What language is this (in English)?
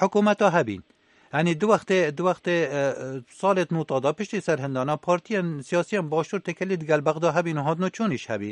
Kurdish